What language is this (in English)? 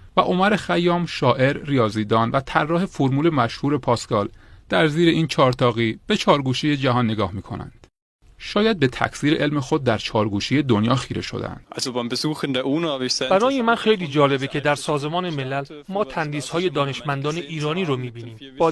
Tajik